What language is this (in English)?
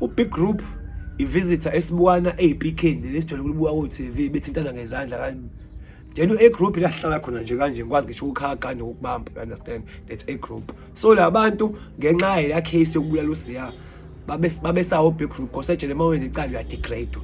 Zulu